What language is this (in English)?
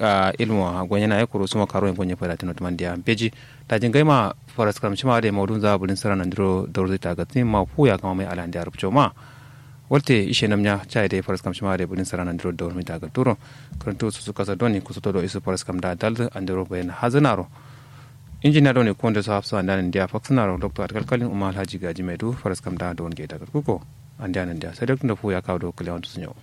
Kanuri